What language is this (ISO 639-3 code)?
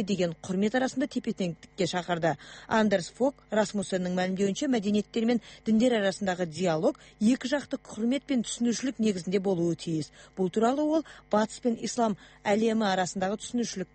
kaz